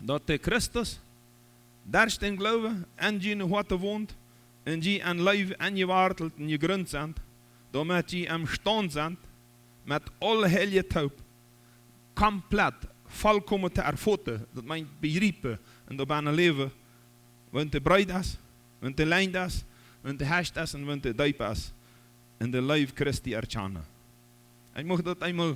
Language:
Plautdietsch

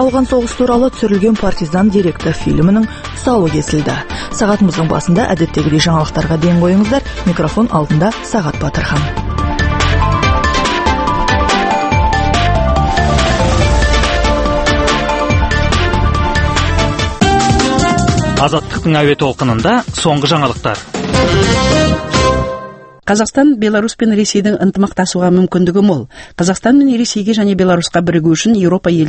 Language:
Kazakh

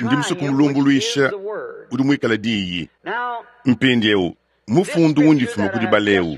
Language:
Luba-Lulua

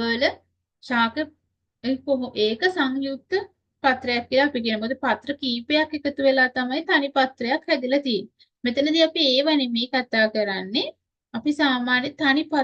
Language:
Sinhala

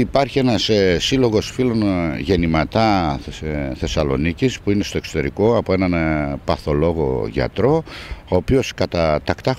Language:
Greek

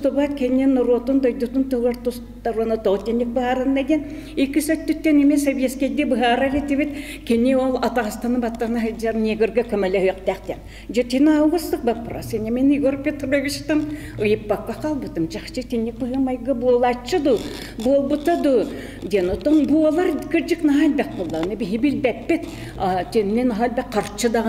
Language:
Yakut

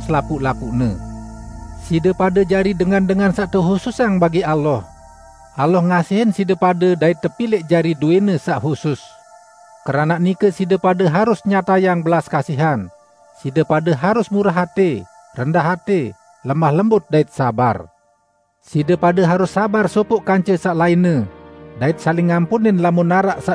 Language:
Sasak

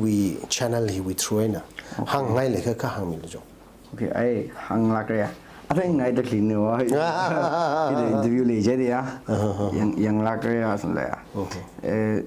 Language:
Tangkhul Naga (India)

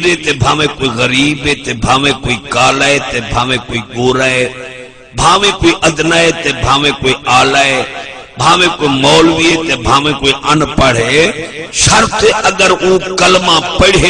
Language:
Saraiki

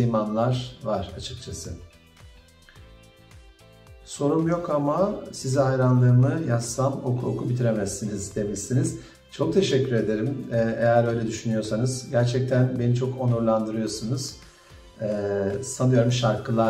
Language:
Turkish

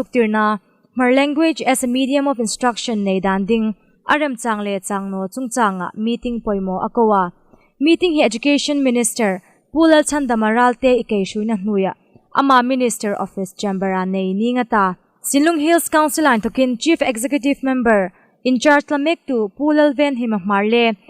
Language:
Hmar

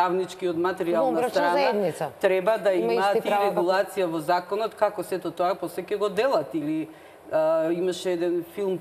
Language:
Macedonian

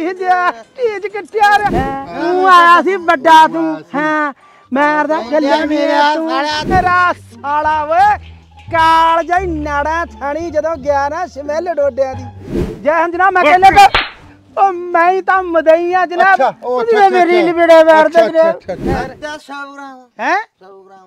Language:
Punjabi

